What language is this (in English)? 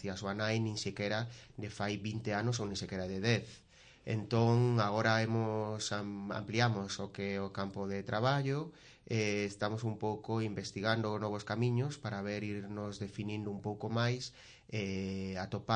Galician